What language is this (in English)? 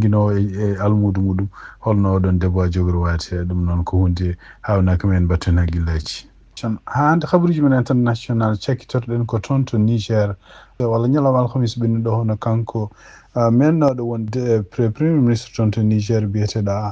Fula